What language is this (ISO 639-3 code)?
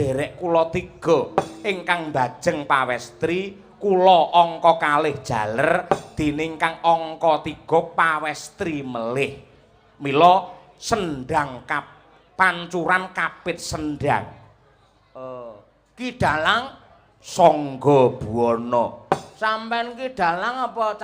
jav